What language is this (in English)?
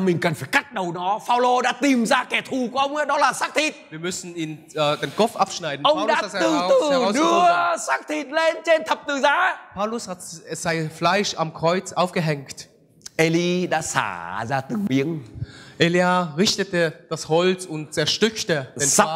Vietnamese